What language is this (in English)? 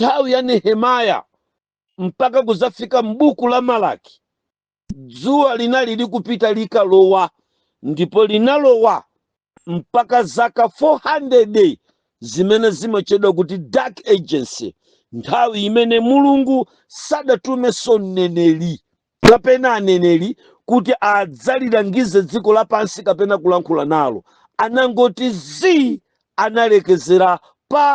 Nyanja